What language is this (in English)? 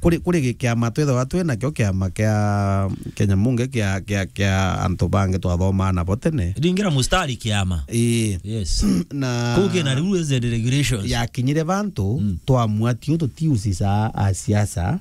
Meru